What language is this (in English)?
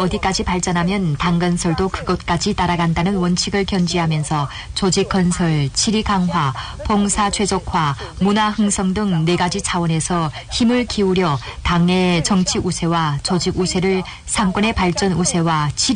Korean